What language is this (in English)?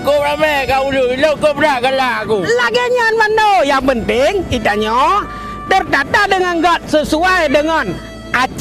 Achinese